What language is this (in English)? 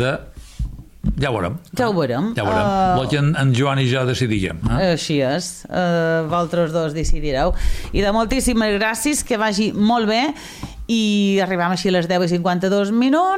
Catalan